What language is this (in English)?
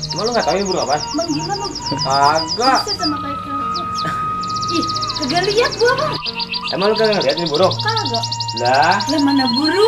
Betawi